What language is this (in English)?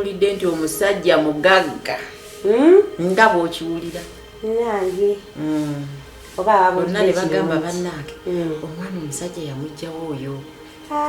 Ganda